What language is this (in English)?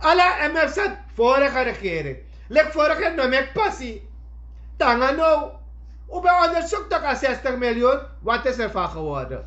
Sranan Tongo